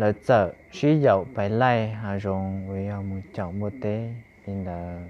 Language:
Hmong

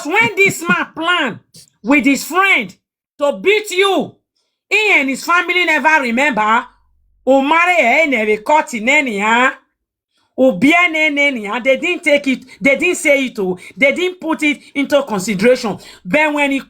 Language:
Nigerian Pidgin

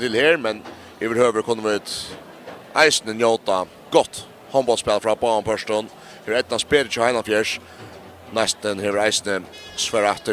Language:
Faroese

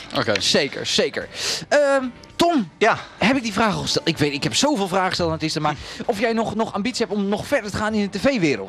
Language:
Dutch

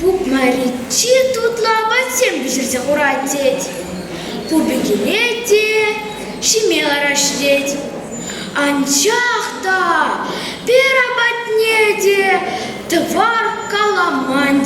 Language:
Chuvash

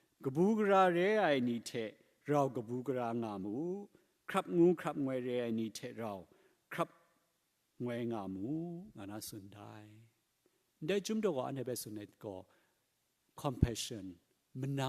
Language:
Kachin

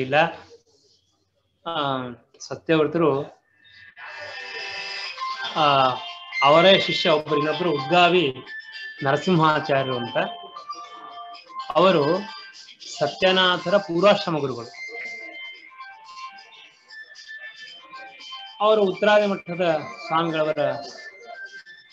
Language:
Kannada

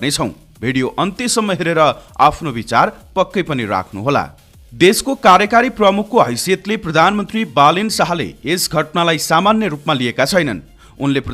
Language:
Nepali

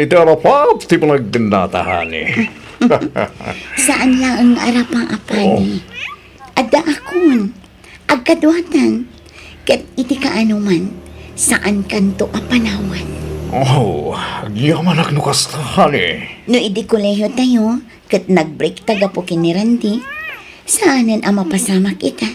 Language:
Iloko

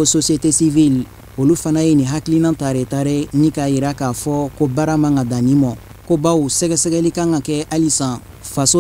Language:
Bambara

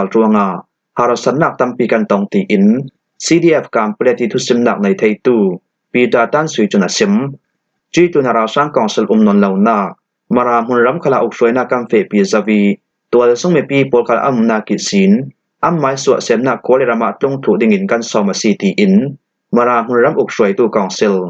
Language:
Falam Chin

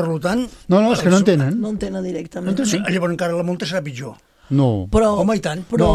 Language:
Catalan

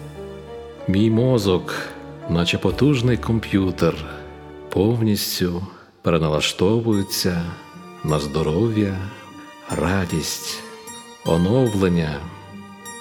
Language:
Ukrainian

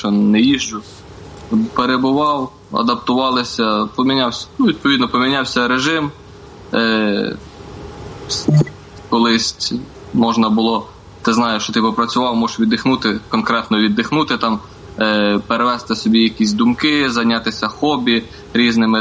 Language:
Ukrainian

